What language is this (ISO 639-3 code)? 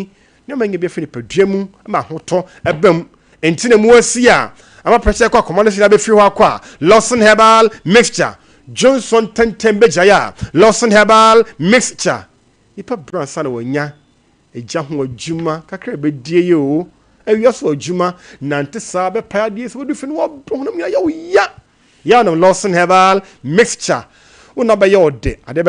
aka